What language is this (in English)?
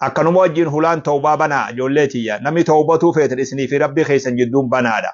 Oromo